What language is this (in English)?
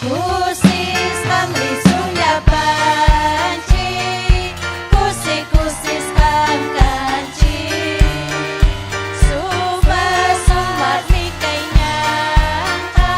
Ayacucho Quechua